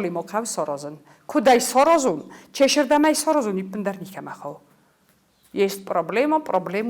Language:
Ossetic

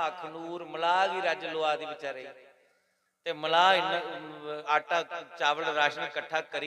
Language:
Dogri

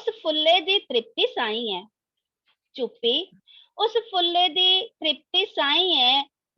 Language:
Dogri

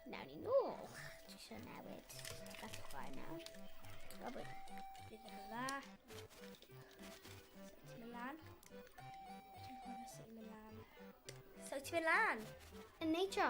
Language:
Welsh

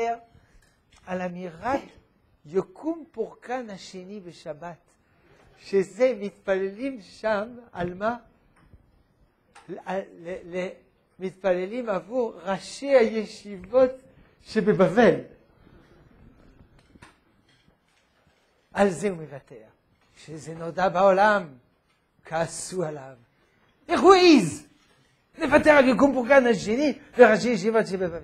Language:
Hebrew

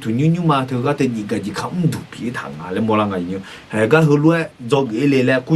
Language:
Akha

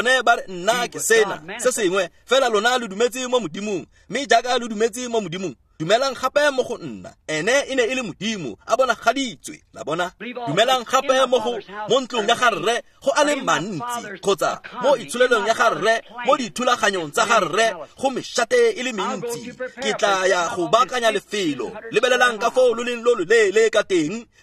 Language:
Tswana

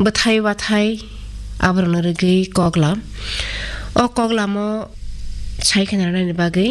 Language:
Kok Borok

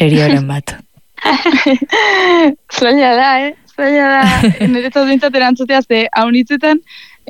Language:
Basque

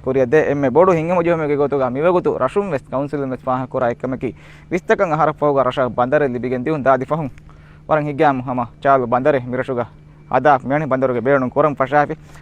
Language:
Divehi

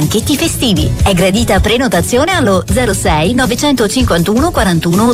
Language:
Italian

